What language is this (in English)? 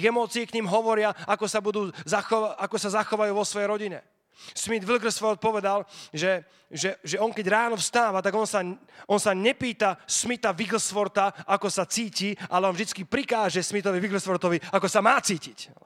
Slovak